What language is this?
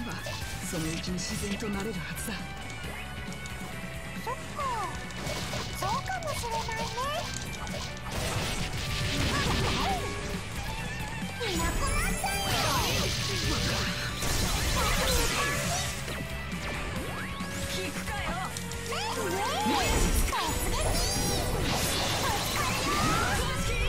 Japanese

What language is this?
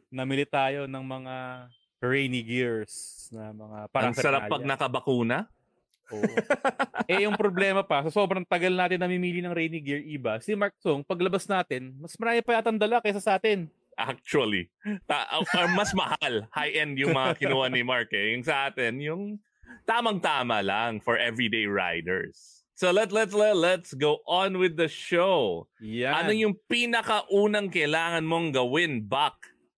Filipino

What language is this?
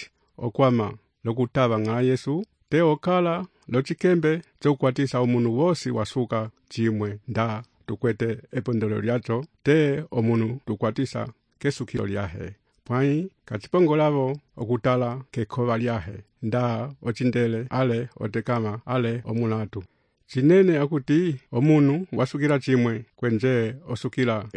Umbundu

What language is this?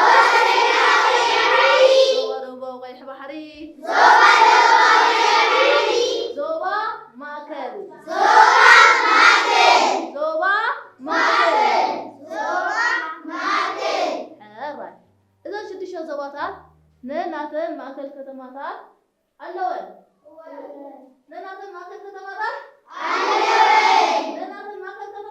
Tigrinya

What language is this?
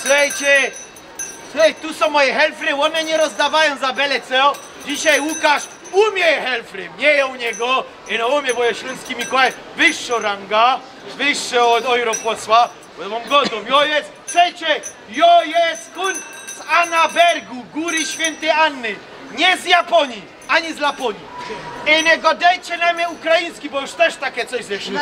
Silesian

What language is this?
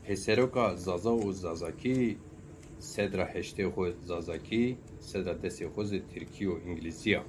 Zaza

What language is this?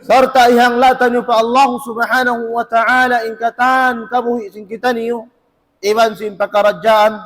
Tausug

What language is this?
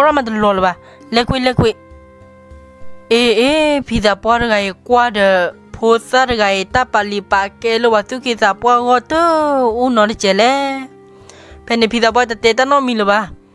S'gaw Karen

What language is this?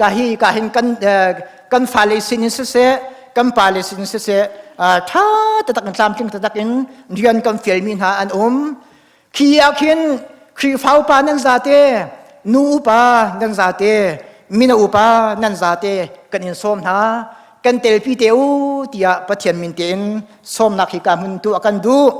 Hakha Chin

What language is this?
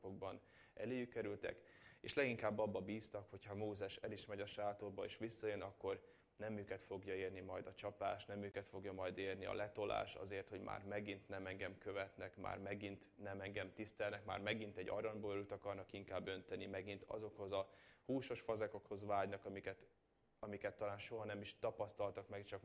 Hungarian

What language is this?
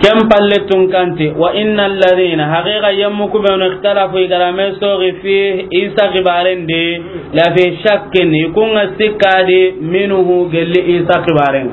Soninke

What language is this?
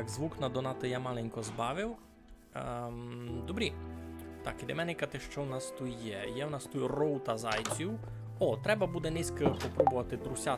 Rusyn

